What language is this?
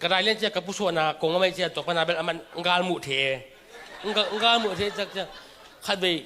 Tedim Chin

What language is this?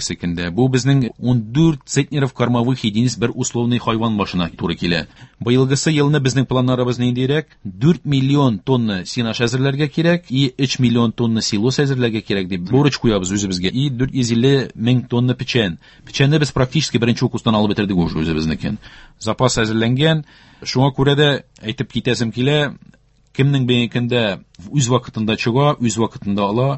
Tatar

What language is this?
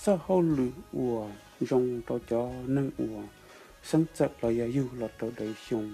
Hmong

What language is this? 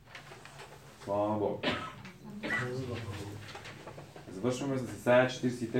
Bulgarian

